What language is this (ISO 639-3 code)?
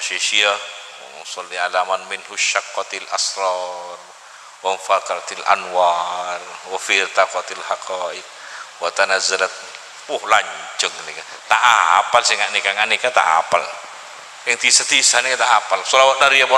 mad